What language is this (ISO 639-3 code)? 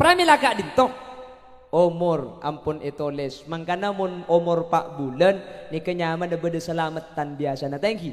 mad